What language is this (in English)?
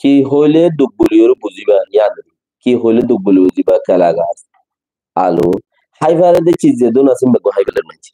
Rohingya